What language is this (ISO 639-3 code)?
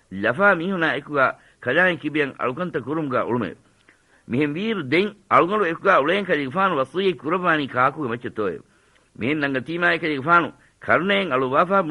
div